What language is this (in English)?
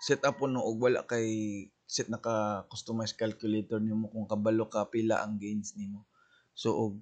Cebuano